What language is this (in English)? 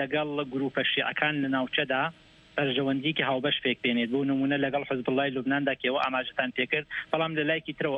Central Kurdish